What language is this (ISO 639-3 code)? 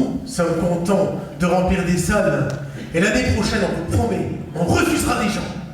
pcd